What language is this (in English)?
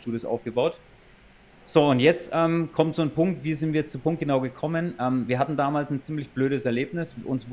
German